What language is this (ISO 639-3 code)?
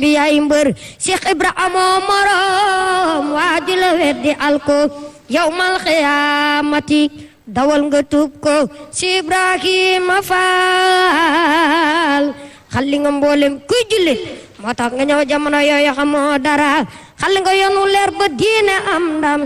wol